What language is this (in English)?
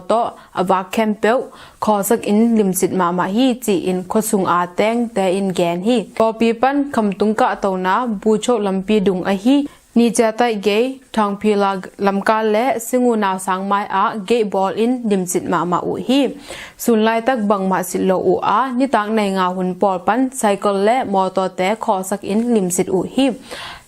Tedim Chin